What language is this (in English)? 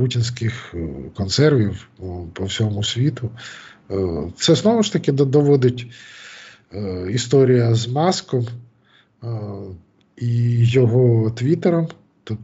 Ukrainian